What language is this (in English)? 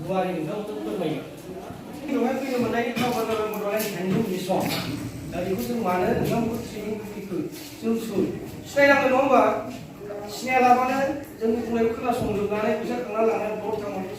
Bodo